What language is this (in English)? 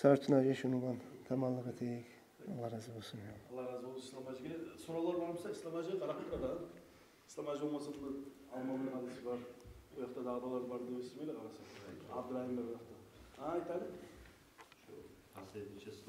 Kumyk